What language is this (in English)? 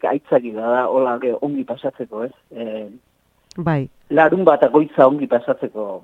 Basque